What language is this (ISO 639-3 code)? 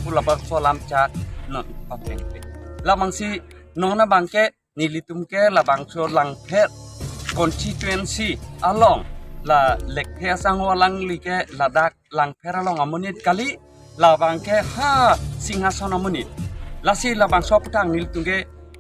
mjw